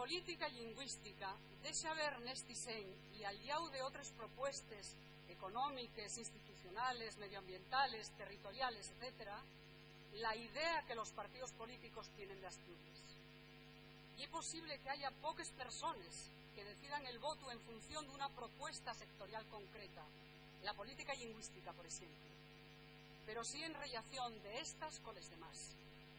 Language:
Asturian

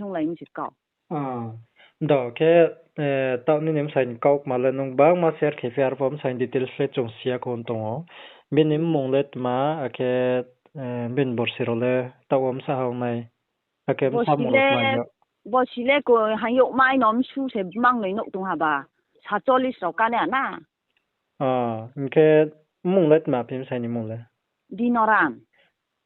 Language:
Riang (India)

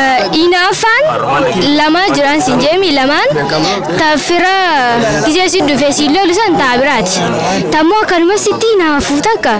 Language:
Oromo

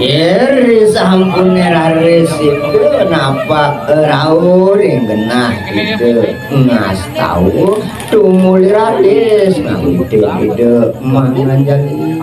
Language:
Balinese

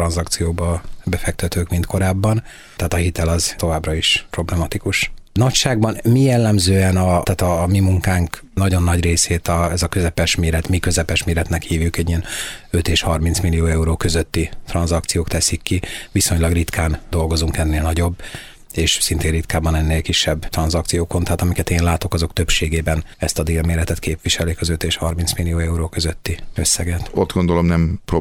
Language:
Hungarian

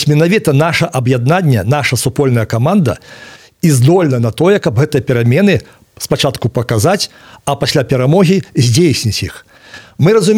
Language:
Belarusian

